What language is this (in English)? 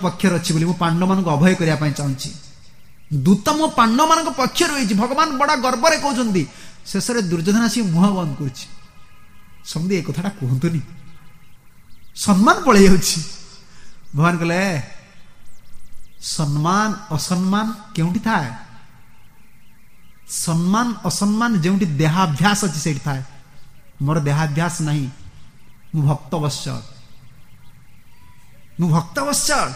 Odia